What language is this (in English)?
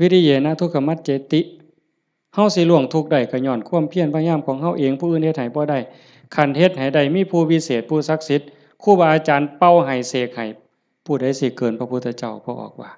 Lao